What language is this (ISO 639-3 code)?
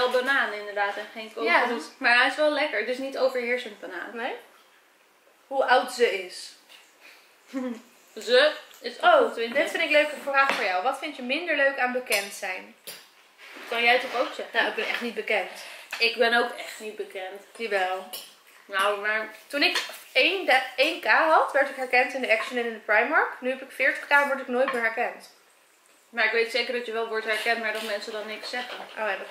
nld